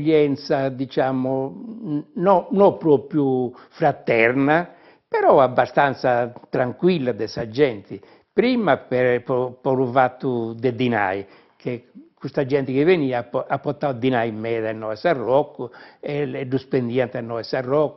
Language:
Sardinian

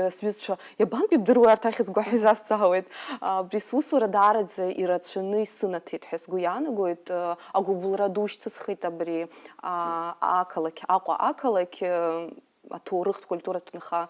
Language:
Abkhazian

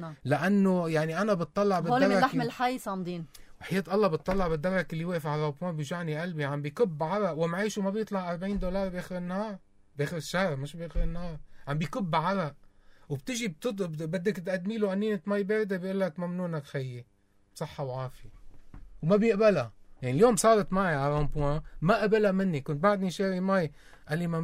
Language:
North Levantine Arabic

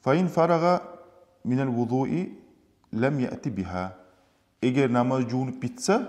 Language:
Kumyk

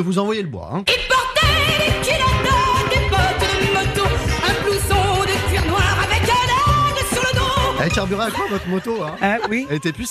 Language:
French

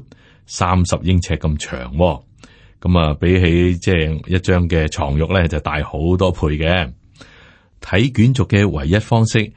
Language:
Cantonese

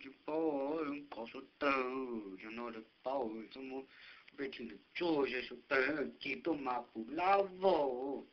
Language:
Hmong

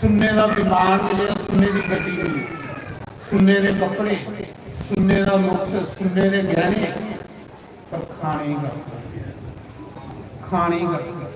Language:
Dogri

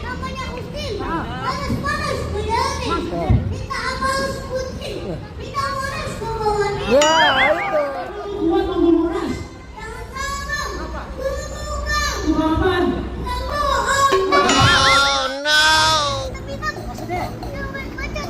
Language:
Betawi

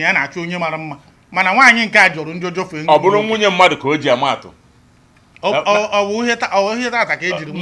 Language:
Igbo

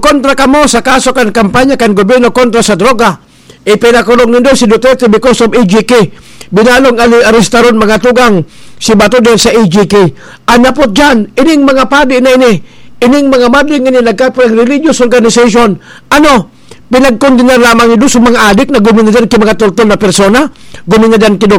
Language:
Bikol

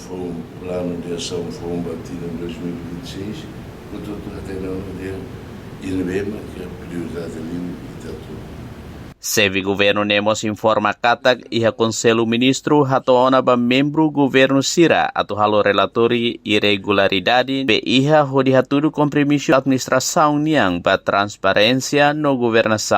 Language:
Tetum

